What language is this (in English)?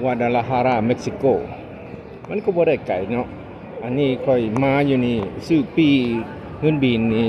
Lao